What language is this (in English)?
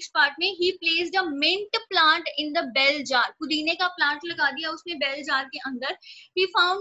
Hindi